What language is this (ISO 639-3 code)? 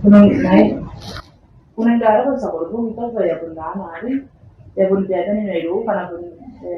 gil